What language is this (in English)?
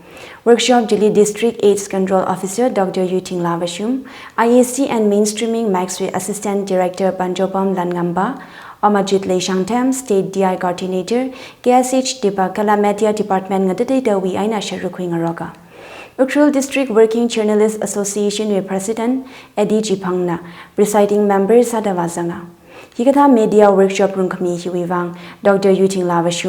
Tangkhul Naga (India)